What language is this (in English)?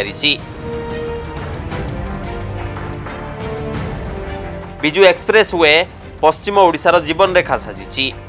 Odia